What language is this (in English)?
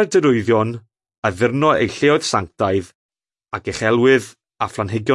Welsh